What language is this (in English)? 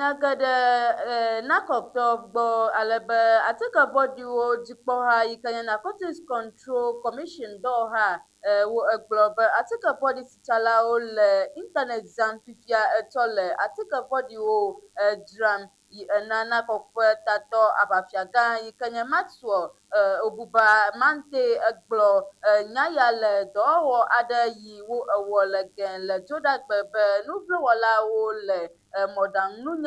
Ewe